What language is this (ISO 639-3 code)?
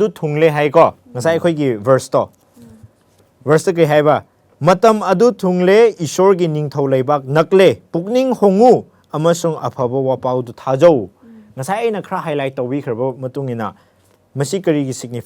mni